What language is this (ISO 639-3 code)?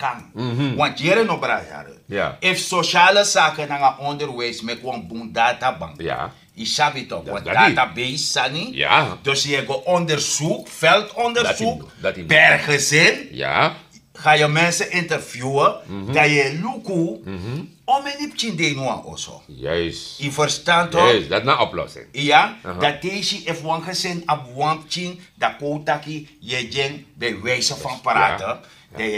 srn